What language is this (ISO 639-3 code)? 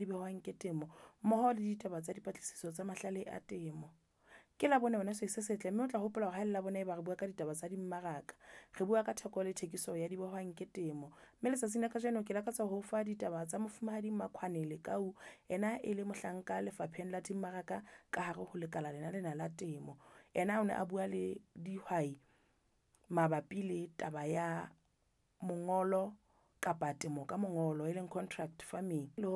sot